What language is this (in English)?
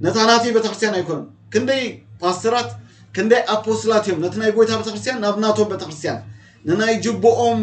Tigrinya